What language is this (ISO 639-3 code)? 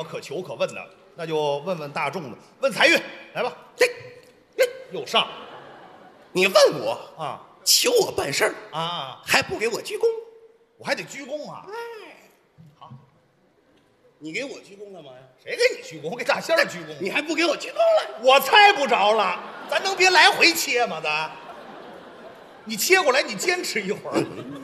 zho